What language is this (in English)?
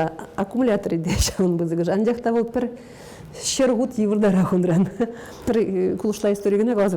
Chuvash